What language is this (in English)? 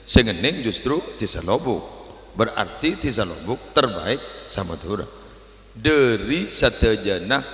Madurese